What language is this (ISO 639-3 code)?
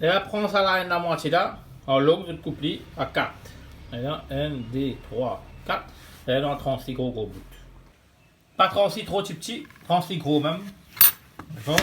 mfe